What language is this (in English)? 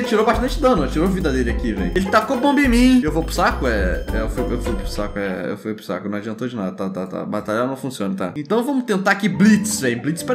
Portuguese